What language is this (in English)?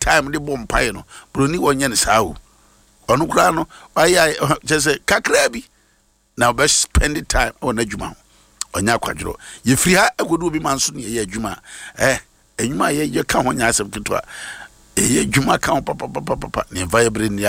Akan